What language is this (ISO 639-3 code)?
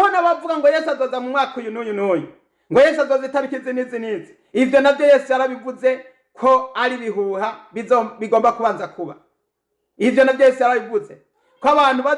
run